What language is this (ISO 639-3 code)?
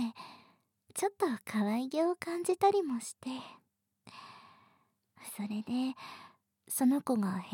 jpn